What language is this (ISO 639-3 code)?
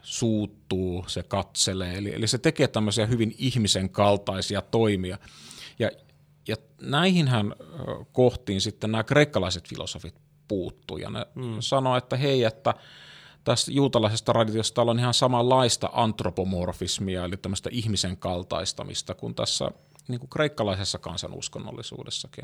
fin